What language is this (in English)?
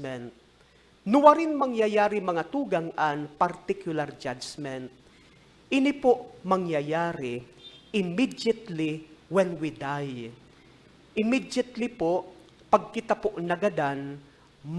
Bikol